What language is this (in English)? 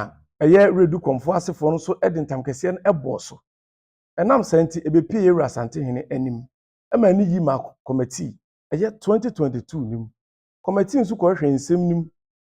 Akan